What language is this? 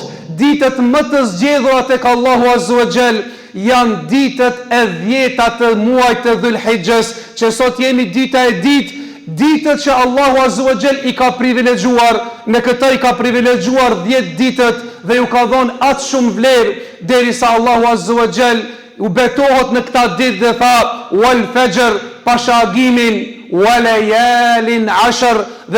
Albanian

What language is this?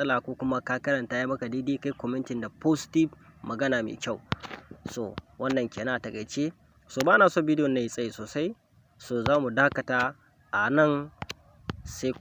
Hausa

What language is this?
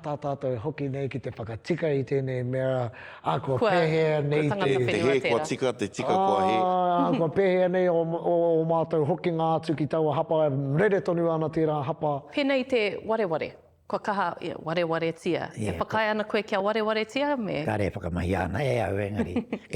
Māori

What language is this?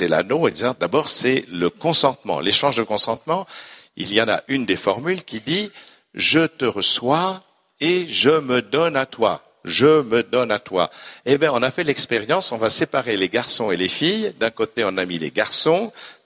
French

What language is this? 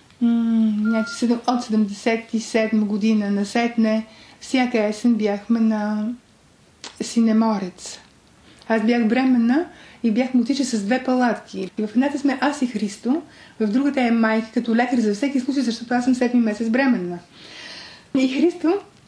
Bulgarian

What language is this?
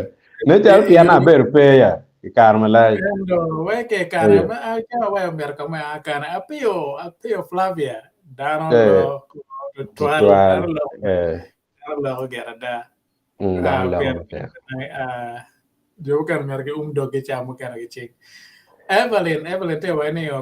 Acoli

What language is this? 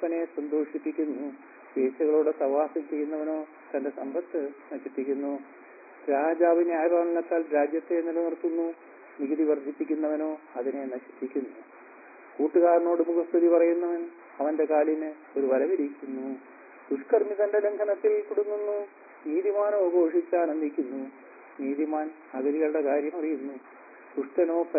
Malayalam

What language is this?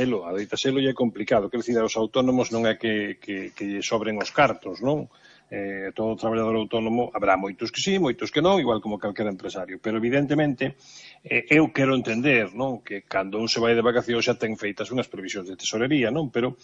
Galician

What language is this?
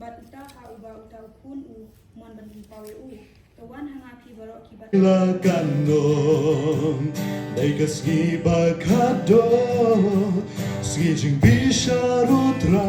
Khasi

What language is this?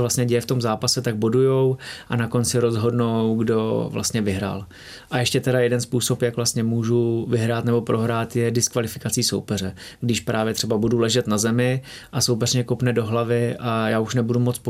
Czech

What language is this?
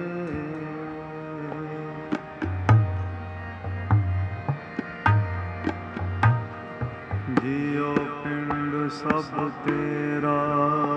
Punjabi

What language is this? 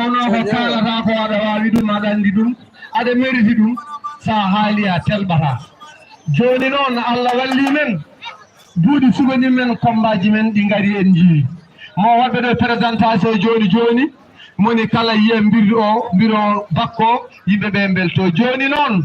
Fula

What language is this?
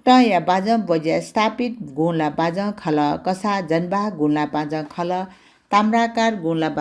Newari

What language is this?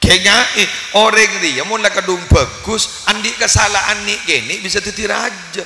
Madurese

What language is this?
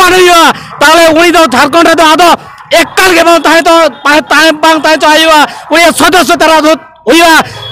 Santali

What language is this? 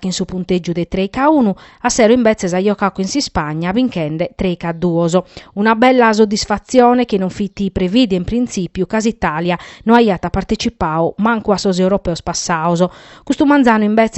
Sardinian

